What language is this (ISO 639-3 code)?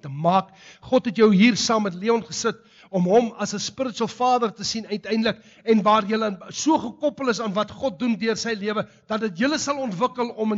afr